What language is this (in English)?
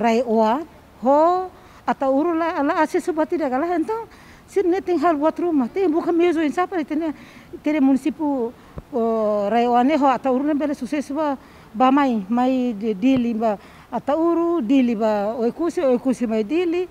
Tetum